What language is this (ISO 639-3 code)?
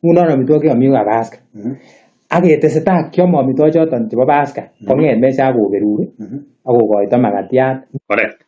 kln